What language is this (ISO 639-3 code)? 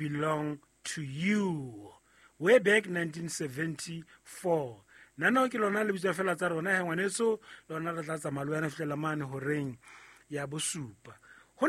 sot